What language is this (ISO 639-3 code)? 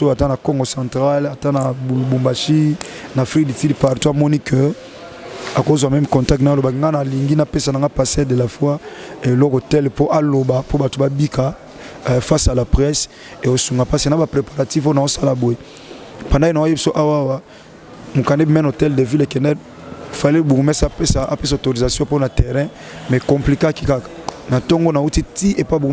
lin